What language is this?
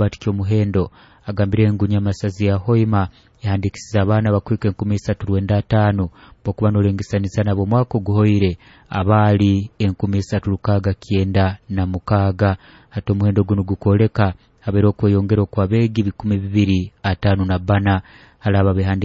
Nyoro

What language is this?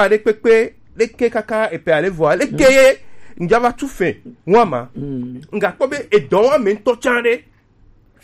Gen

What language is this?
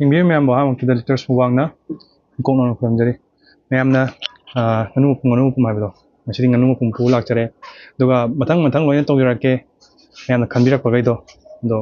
Manipuri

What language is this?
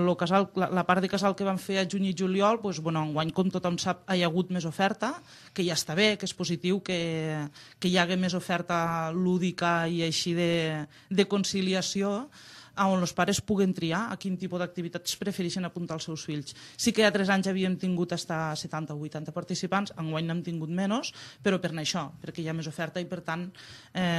Catalan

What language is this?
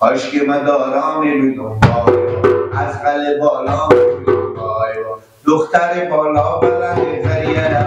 Persian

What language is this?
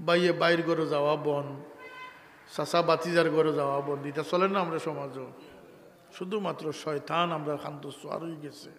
Sylheti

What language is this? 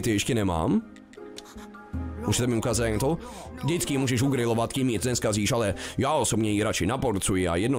Czech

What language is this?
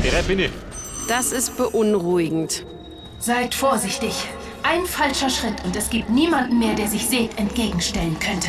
Bavarian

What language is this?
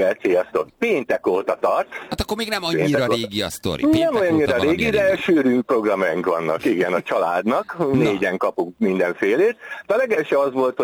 Hungarian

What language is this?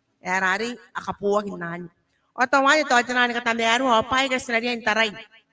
Gilbertese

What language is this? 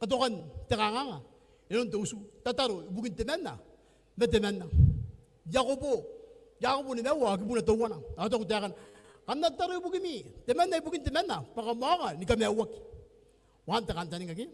Gilbertese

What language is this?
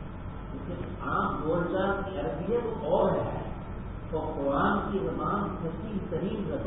Urdu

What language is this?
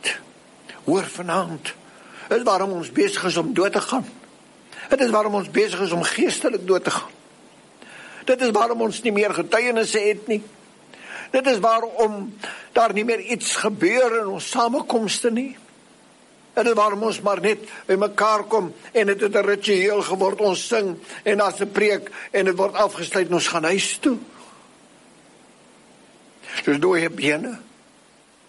Afrikaans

